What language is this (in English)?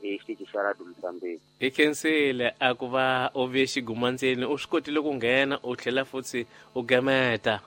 Tsonga